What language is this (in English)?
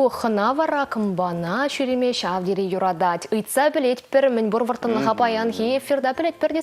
Chuvash